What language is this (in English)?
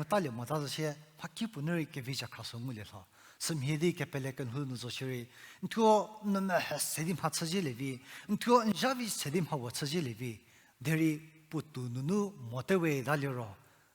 Angami Naga